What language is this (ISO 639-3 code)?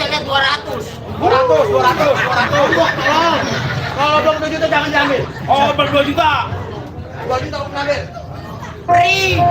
bew